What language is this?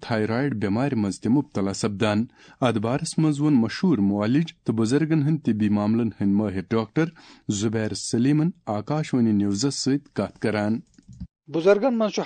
Kashmiri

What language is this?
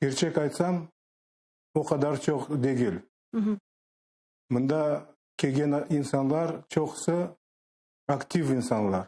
Crimean Tatar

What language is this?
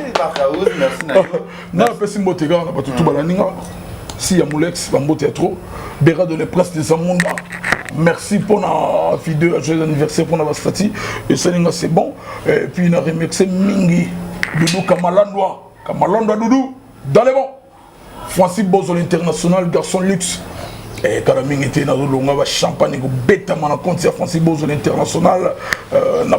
Lingala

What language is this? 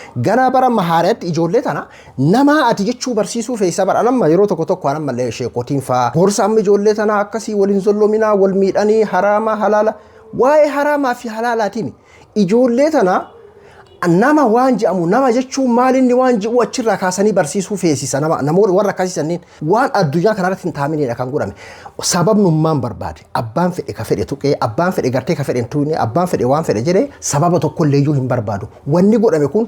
Oromo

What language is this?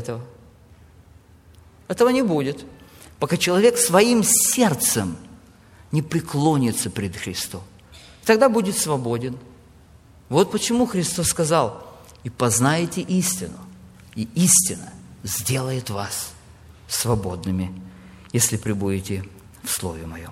Russian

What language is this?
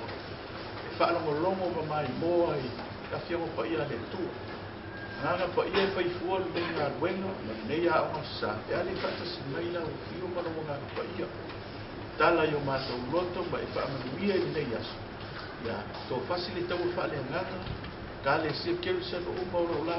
Samoan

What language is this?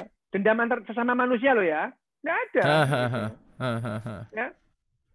Indonesian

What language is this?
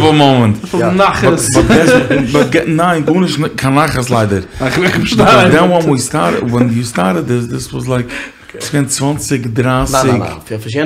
Yiddish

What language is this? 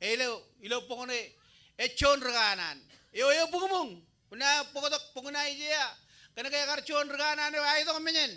Marshallese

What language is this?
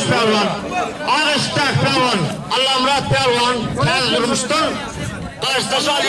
Turkmen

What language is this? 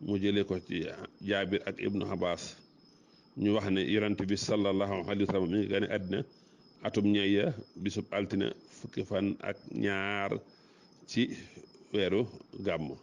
Wolof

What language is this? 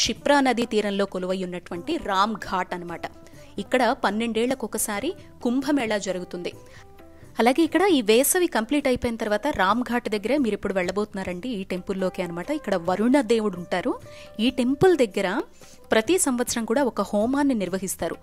Telugu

